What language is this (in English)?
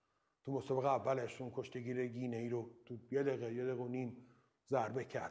Persian